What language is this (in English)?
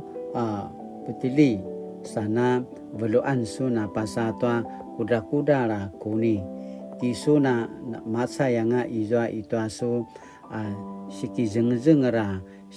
Paiwan